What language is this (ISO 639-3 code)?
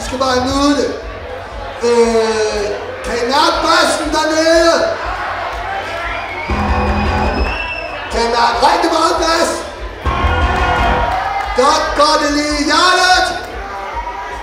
dan